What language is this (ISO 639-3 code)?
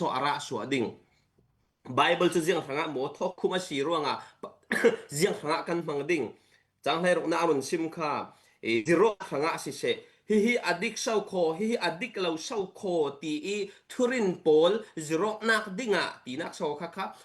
cfm